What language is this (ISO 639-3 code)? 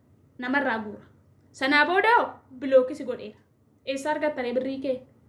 orm